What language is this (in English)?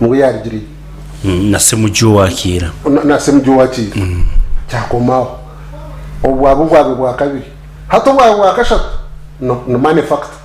Nyankole